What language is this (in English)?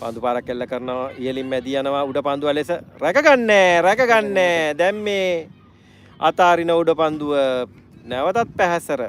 Sinhala